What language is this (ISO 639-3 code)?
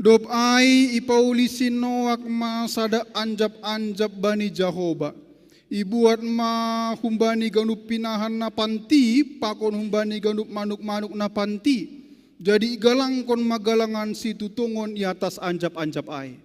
bts